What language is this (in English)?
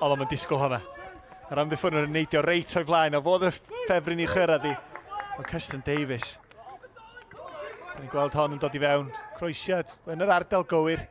Welsh